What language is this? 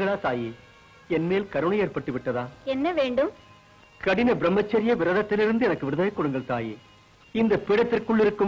Tamil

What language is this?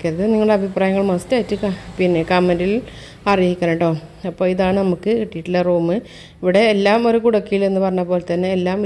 Malayalam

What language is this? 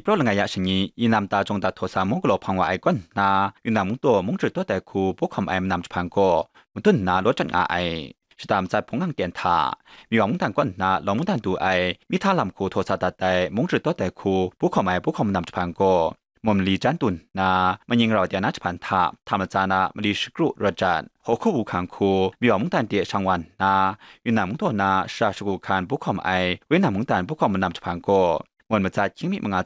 Kachin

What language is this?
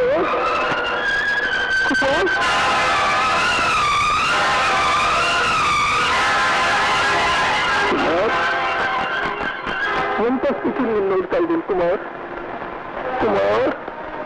Kannada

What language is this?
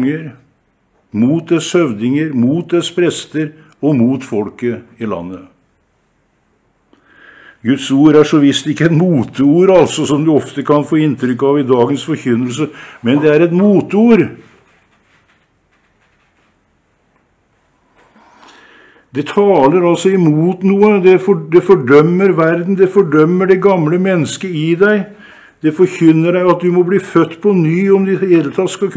Norwegian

